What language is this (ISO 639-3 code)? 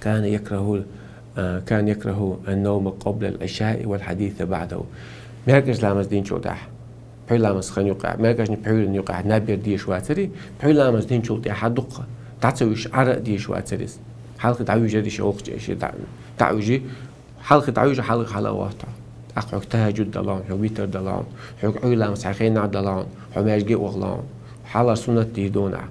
che